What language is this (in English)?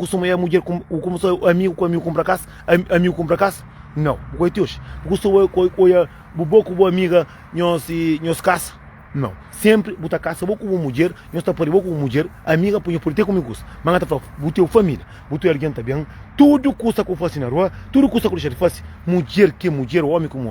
Kabuverdianu